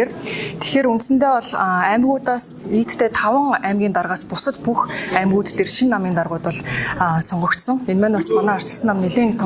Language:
Mongolian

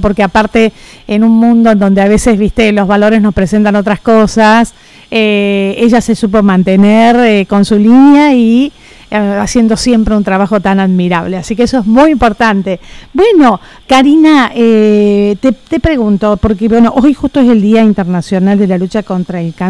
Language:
Spanish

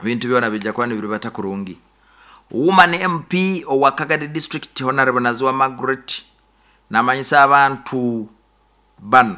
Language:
Nyoro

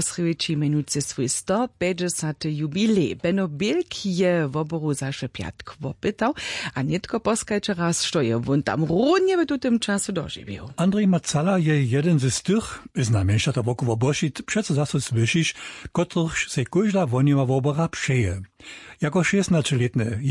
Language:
Upper Sorbian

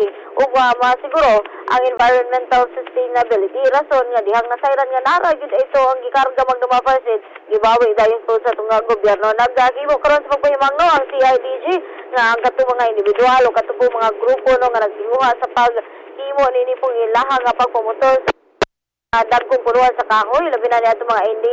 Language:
Cebuano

